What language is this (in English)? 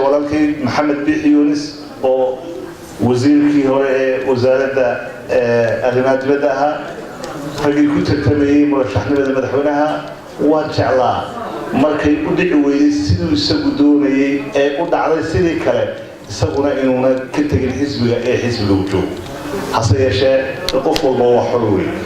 Somali